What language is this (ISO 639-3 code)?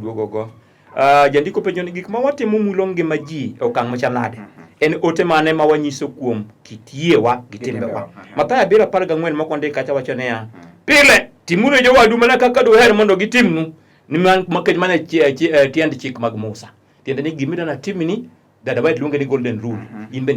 luo